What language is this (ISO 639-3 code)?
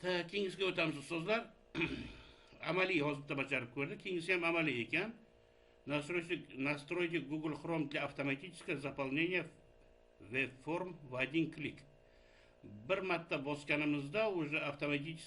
uzb